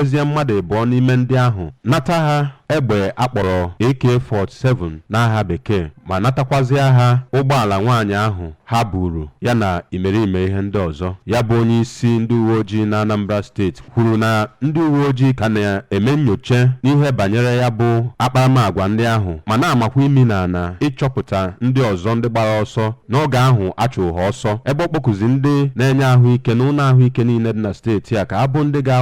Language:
Igbo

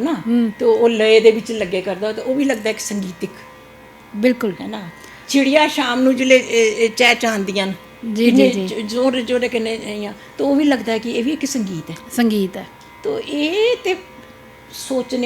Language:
Dogri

